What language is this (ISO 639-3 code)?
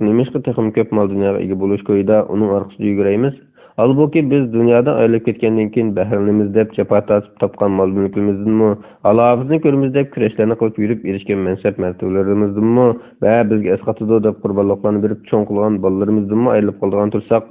uig